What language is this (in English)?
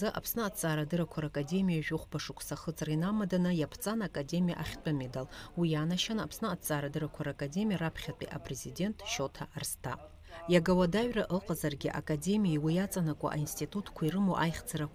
Abkhazian